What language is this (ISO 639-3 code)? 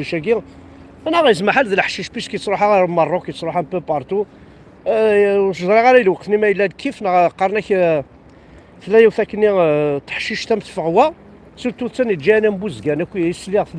kab